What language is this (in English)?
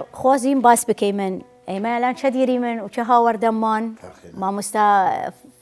Southern Kurdish